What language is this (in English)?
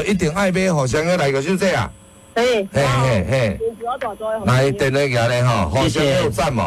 Min Nan Chinese